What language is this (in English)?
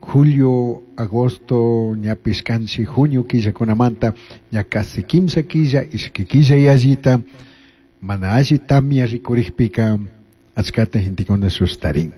Chimborazo Highland Quichua